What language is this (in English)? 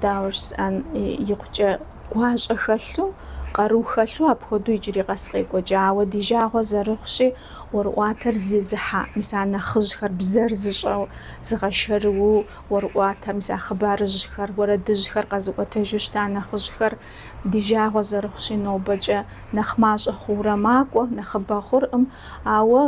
Kabardian